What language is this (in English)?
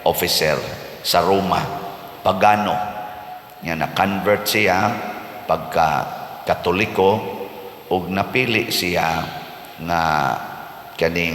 Cebuano